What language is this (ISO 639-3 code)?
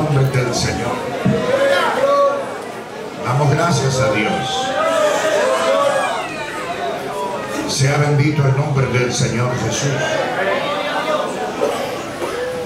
spa